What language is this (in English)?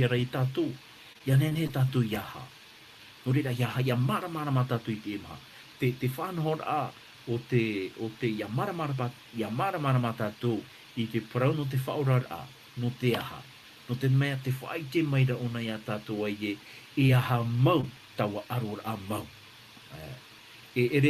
Tahitian